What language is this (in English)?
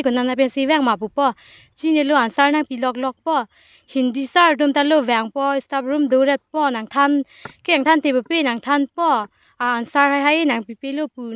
Karbi